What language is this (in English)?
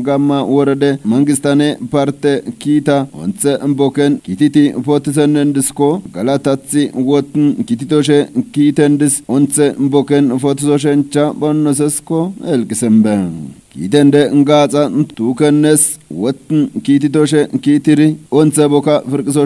Kafa